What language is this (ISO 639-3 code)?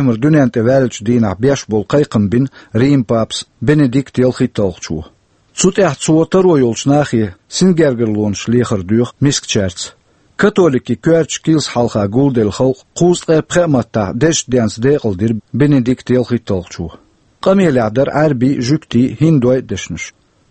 che